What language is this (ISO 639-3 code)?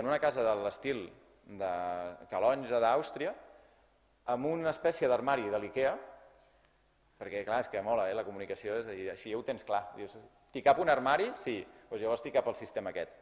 cat